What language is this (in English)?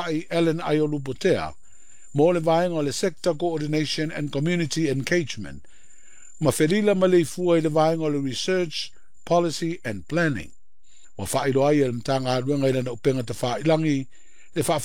Samoan